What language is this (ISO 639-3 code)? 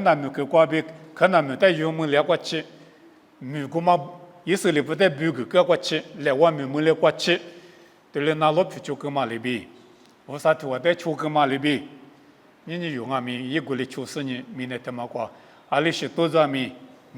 lis